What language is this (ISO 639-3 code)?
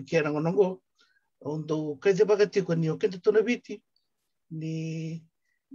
fij